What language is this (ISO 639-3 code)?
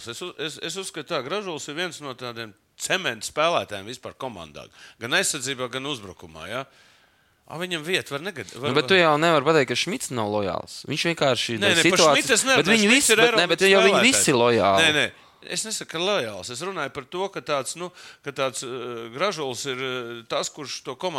lav